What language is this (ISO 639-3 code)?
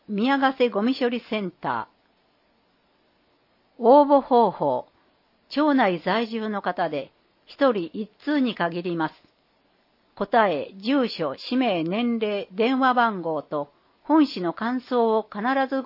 jpn